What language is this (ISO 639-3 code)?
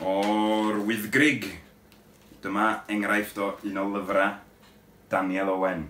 cym